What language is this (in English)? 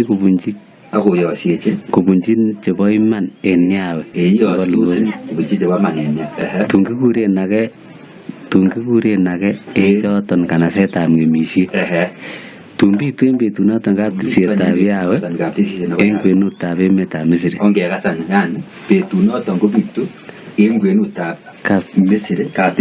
Kalenjin